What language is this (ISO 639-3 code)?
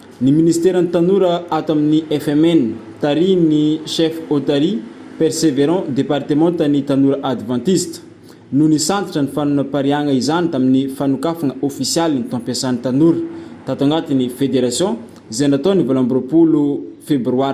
mlg